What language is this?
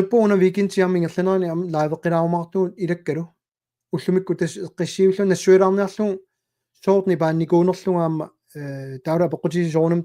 Kalaallisut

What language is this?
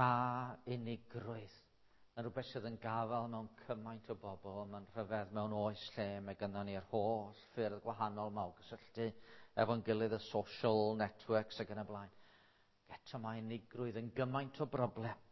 Welsh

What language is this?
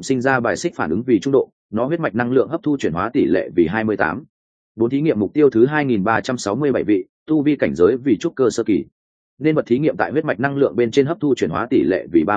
Vietnamese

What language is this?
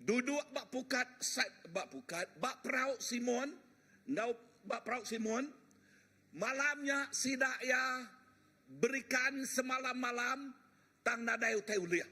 Iban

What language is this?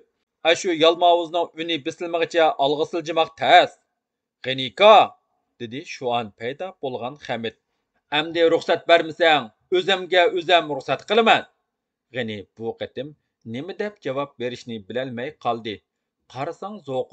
Uyghur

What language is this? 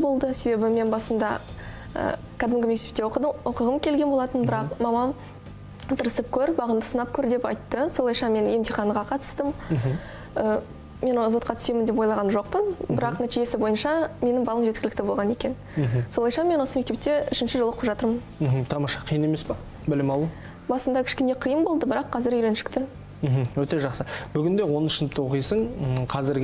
Kazakh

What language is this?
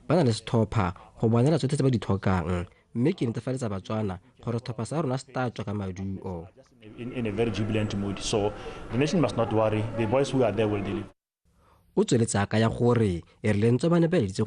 Tswana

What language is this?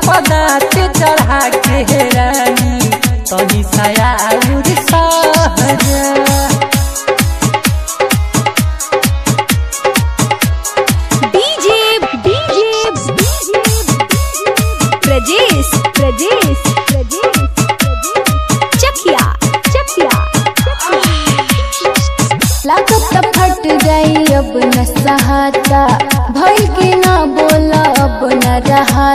Bhojpuri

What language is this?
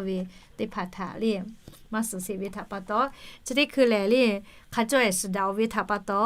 Lahu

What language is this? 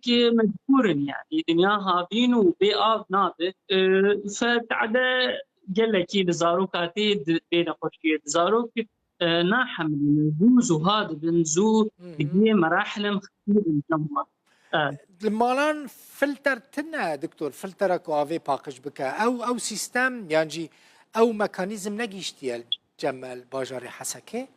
Kurdish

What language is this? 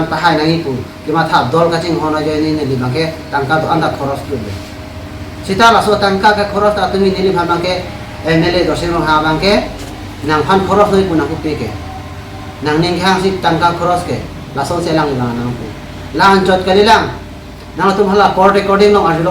Karbi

